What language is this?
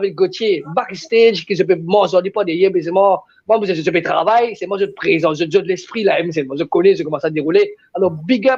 Morisyen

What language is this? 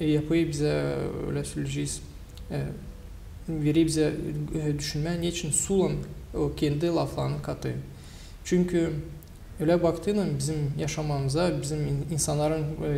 Gagauz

